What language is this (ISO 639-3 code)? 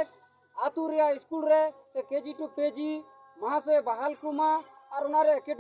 sat